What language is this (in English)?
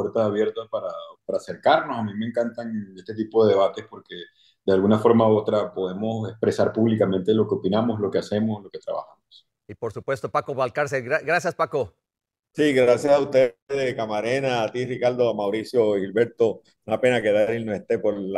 Spanish